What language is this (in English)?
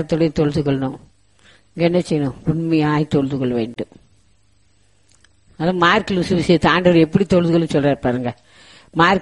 Tamil